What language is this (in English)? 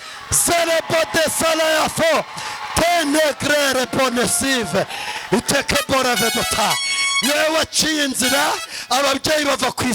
Kinyarwanda